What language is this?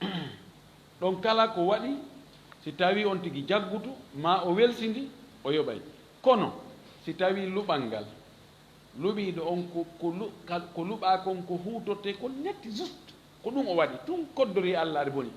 Fula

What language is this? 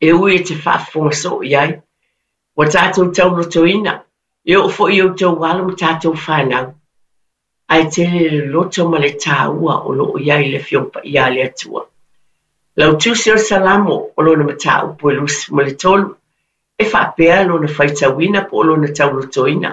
Samoan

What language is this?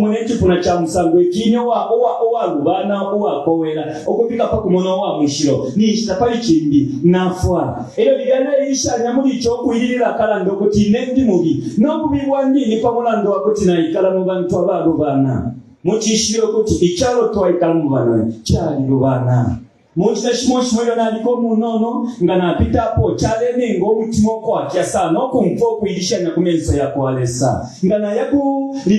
Bemba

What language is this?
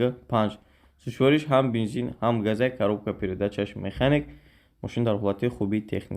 Tajik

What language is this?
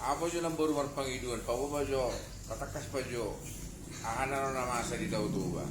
Batak Toba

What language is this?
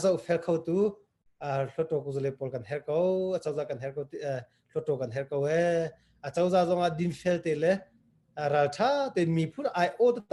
Hakha Chin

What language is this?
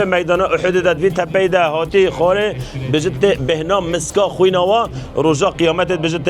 Kurdish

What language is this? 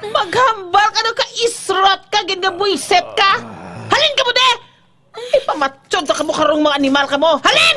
Hiligaynon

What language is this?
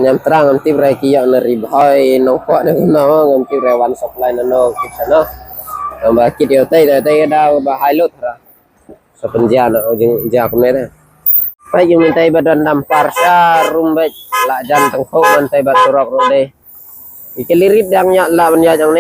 Khasi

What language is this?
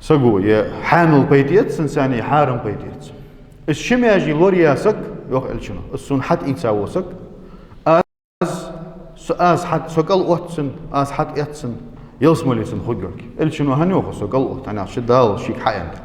Ingush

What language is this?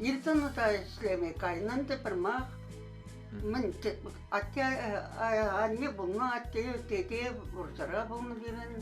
Chuvash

